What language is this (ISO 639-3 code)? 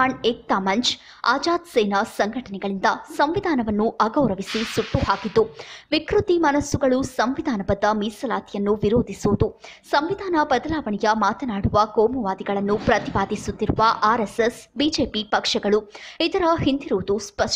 kan